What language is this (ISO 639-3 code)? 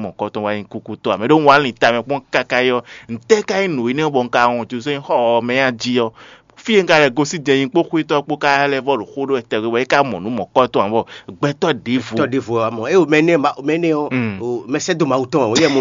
fon